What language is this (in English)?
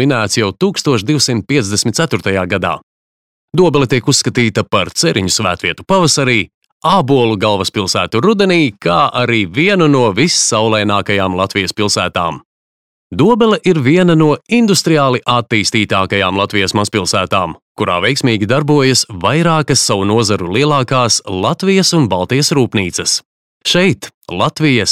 Latvian